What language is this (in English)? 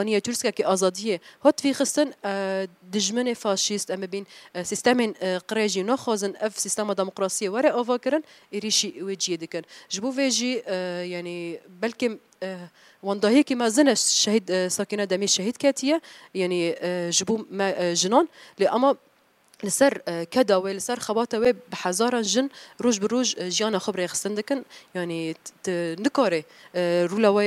Kurdish